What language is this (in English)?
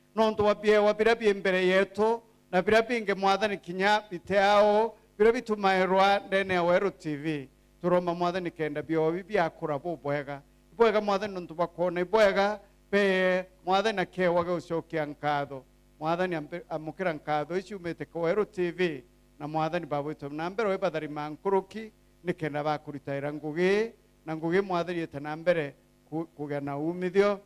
Meru